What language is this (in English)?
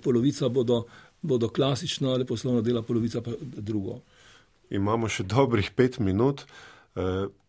Slovenian